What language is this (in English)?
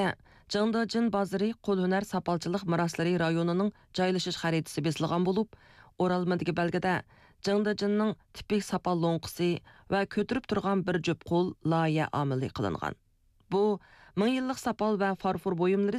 Uyghur